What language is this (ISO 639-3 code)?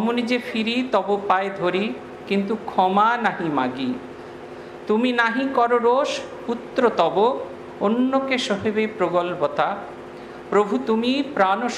ben